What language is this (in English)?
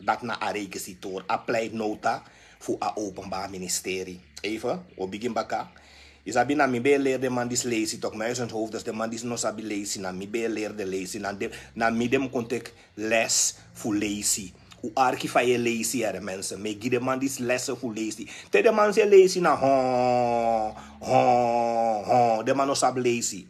Sranan Tongo